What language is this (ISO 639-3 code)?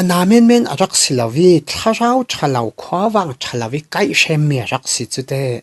cfm